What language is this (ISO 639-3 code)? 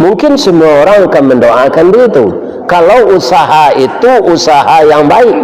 min